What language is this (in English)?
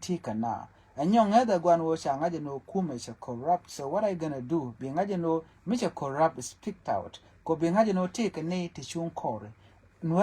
Nuer